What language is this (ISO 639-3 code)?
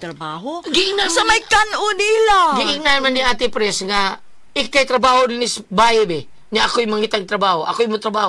ceb